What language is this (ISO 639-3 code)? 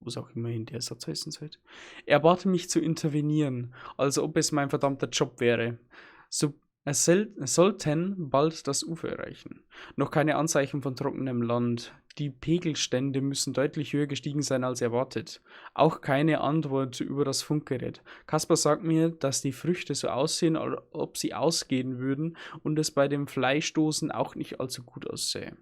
bar